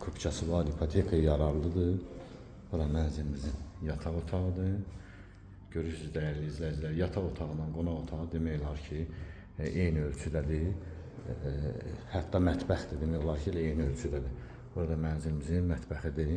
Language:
Azerbaijani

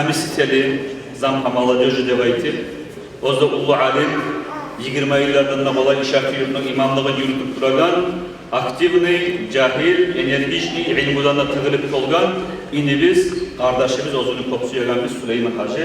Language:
Kumyk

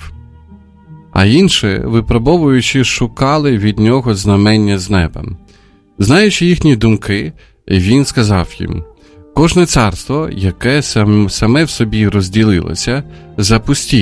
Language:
Ukrainian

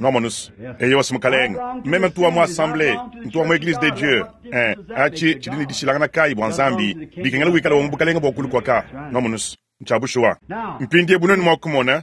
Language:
Luba-Lulua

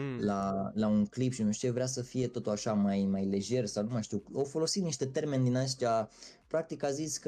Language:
Romanian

